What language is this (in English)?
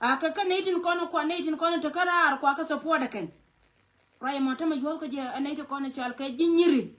Nuer